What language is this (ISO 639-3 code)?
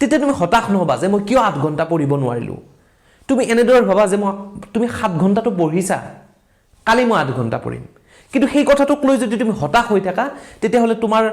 asm